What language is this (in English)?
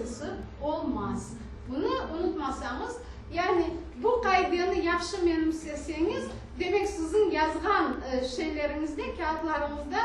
Crimean Tatar